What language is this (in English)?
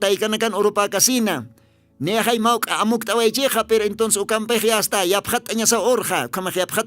Aymara